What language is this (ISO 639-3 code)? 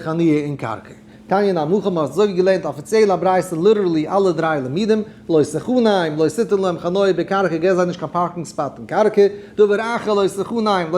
yid